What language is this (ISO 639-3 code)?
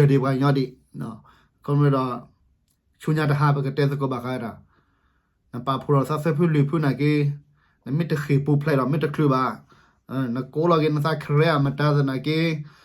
ksw